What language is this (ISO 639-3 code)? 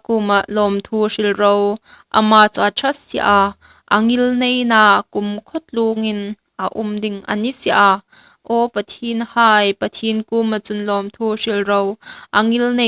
hmr